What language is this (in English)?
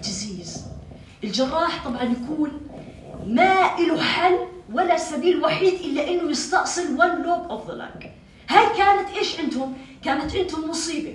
North Levantine Arabic